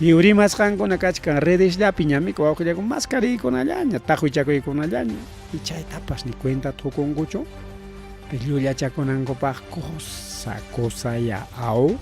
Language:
Ayacucho Quechua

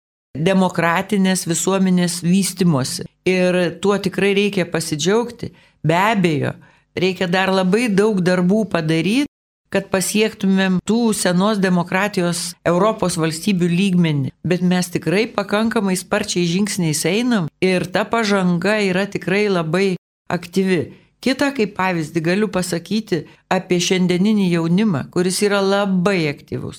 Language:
Lithuanian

